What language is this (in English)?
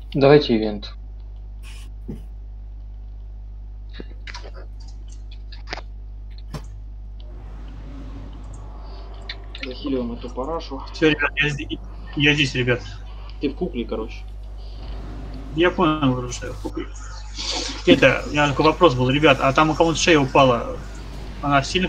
Russian